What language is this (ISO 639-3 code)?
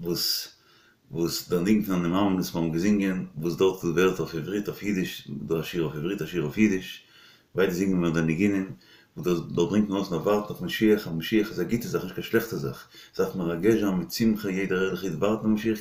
yid